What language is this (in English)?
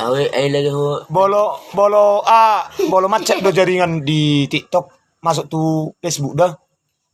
Batak Toba